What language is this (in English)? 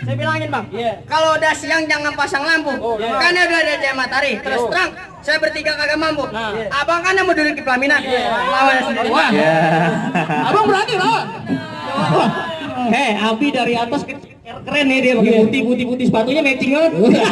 Betawi